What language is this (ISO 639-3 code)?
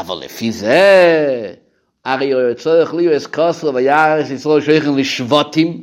yid